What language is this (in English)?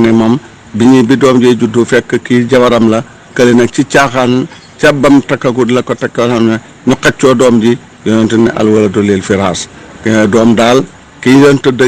Wolof